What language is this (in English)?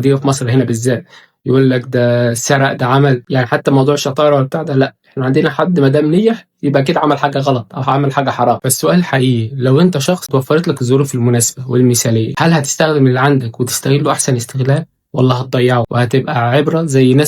Egyptian Arabic